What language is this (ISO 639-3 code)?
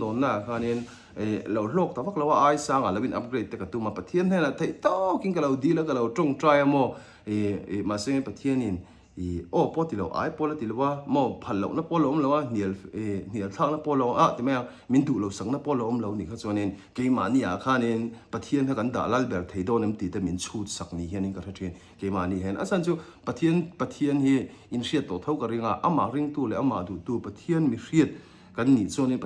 lus